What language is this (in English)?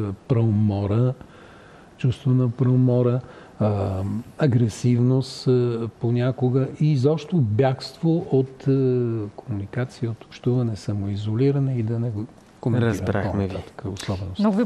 Bulgarian